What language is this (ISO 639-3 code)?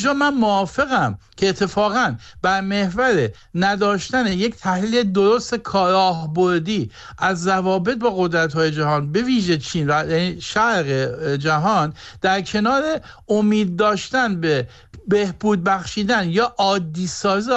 fas